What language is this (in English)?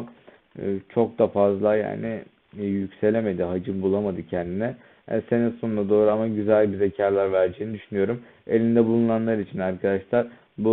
Turkish